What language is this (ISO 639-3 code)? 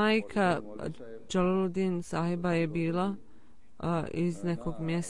bos